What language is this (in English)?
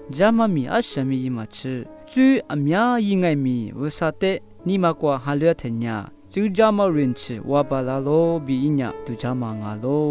Lisu